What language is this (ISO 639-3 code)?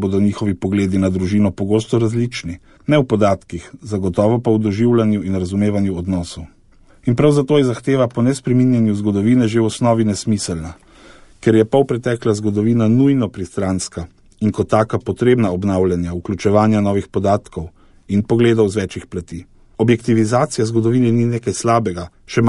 slv